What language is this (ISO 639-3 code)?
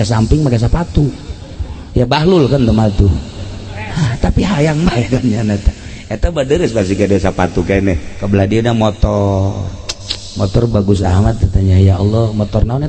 sun